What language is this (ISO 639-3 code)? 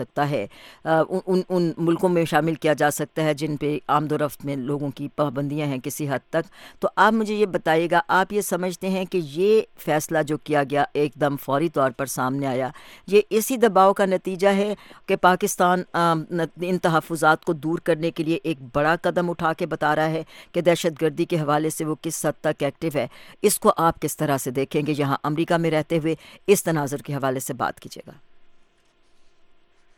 urd